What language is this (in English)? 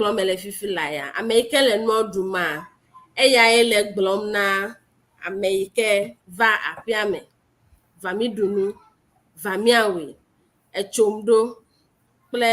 Ewe